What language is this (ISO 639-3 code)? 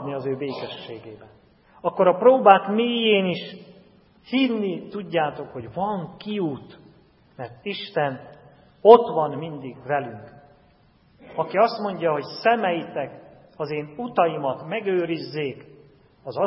hun